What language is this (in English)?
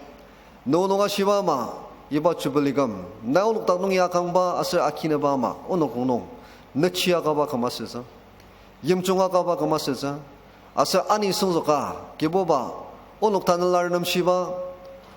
Ao Naga